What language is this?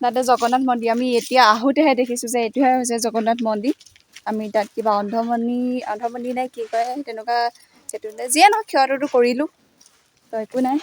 Assamese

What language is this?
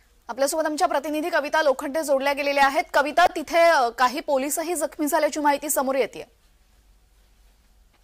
Marathi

